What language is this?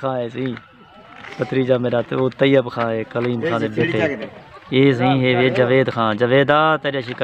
Saraiki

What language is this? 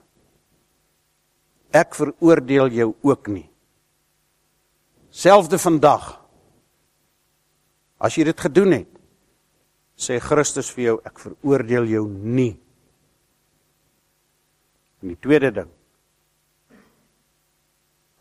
Afrikaans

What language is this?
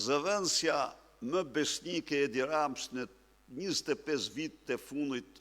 Albanian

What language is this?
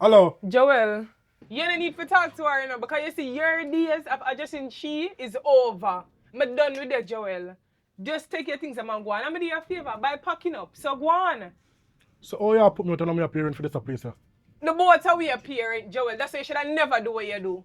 Jamaican Creole English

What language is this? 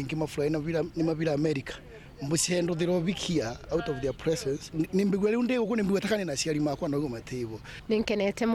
Meru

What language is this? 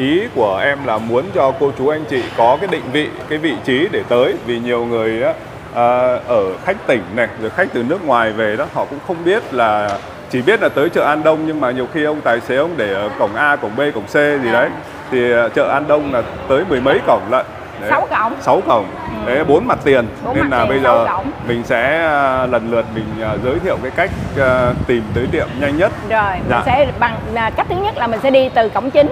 Vietnamese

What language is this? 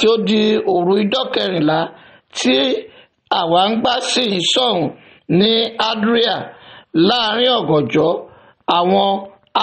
Yoruba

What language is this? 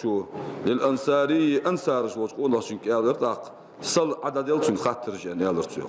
Ingush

